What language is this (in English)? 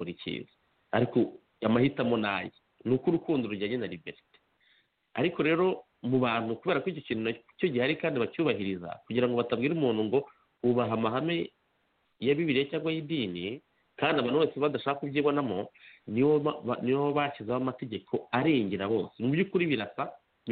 Kinyarwanda